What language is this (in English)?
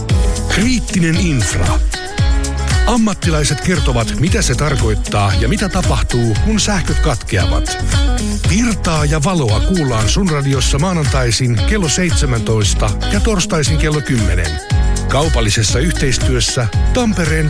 Finnish